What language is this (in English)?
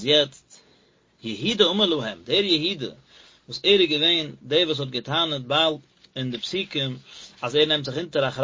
Yiddish